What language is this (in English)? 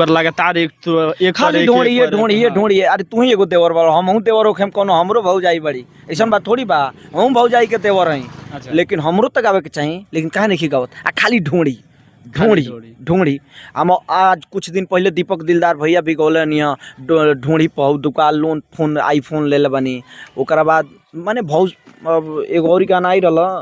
Bhojpuri